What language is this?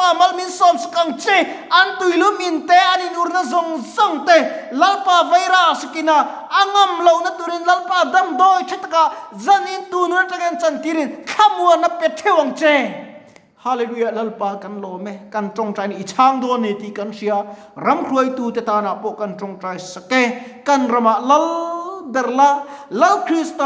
Mizo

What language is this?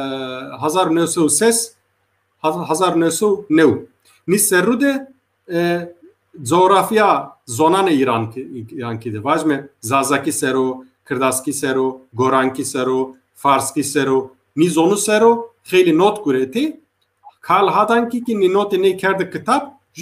Zaza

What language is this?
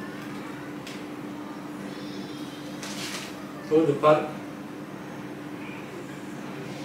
Croatian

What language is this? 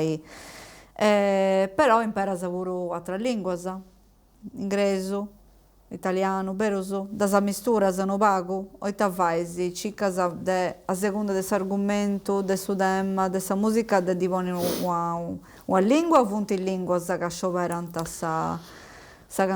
Sardinian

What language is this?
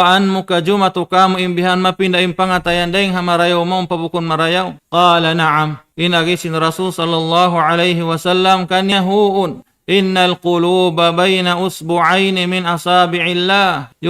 Tausug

